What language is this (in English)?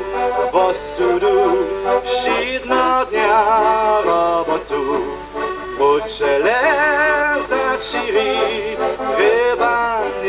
Upper Sorbian